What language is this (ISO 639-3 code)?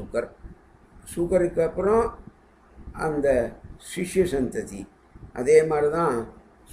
tam